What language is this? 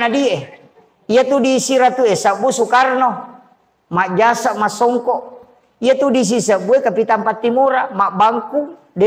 Buginese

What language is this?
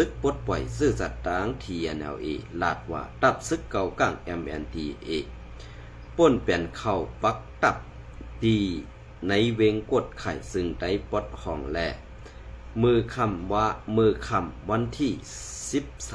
Shan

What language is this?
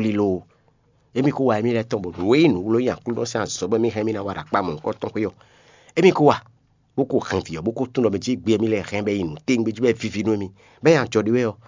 Fon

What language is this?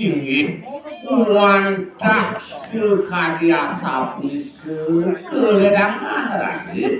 Balinese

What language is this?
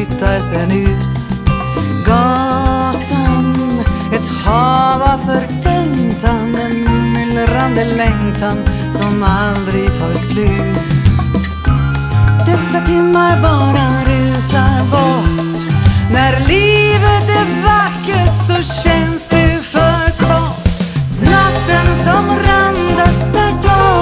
Swedish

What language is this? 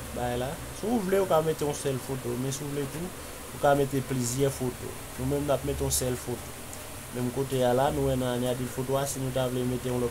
Haitian Creole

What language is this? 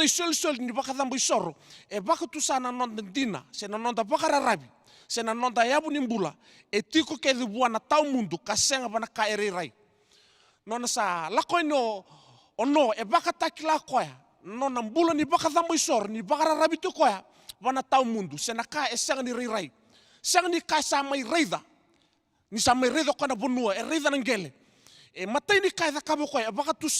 Fijian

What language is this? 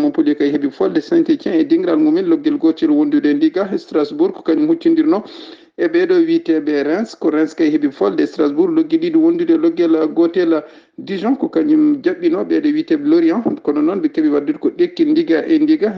Fula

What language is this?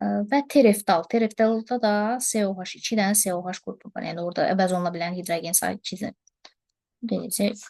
Azerbaijani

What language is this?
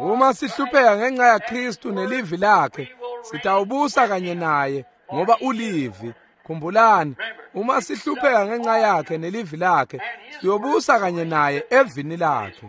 Swati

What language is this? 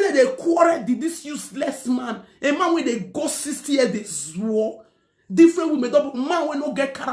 Nigerian Pidgin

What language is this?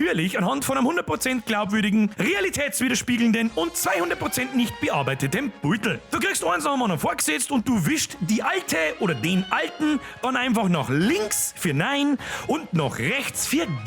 Bavarian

